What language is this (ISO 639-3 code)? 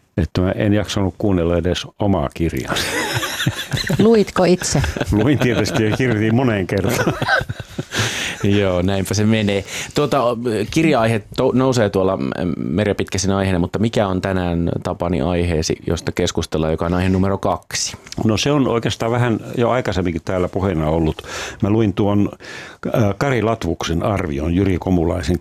fin